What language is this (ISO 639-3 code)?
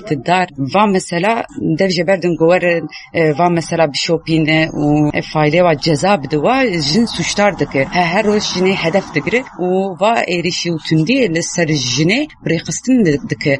kur